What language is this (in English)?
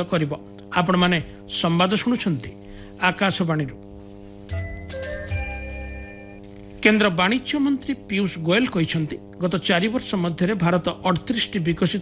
Odia